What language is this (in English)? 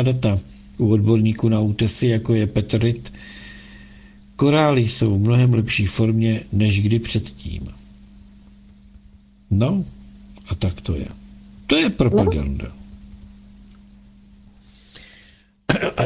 Czech